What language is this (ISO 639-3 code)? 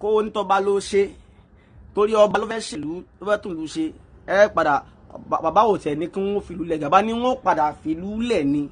yor